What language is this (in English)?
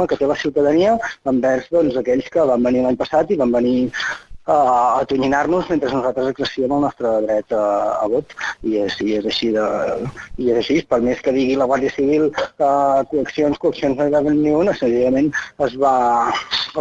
Catalan